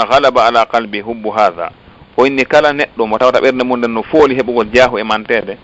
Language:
Fula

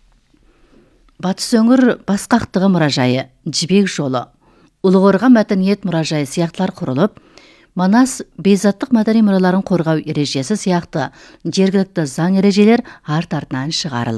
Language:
Kazakh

